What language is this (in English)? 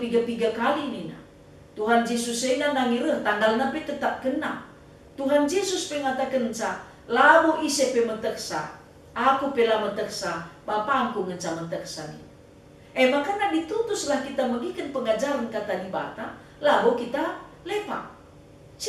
Batak Karo